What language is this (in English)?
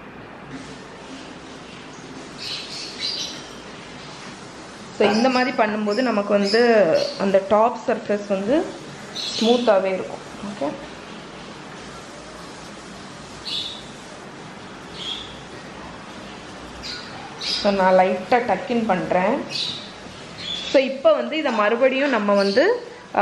Tamil